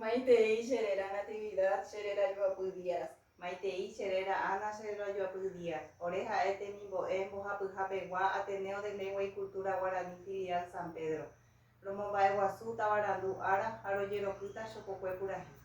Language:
Guarani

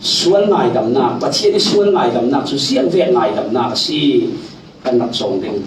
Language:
Falam Chin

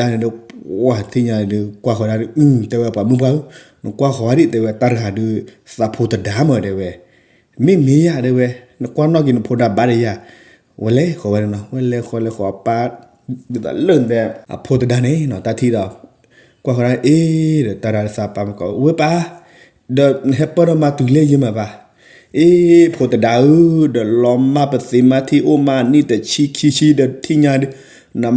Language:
S'gaw Karen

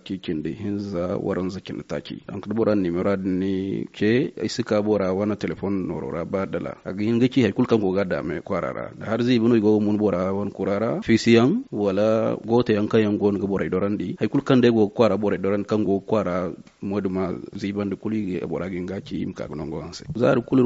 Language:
Zarma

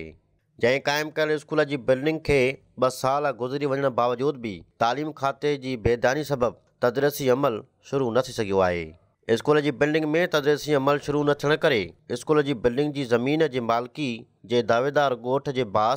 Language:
Sindhi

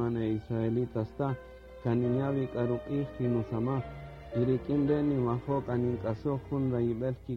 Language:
Kaqchikel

